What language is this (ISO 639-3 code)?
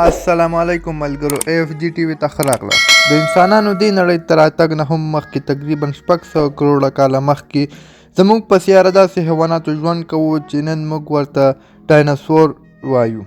pus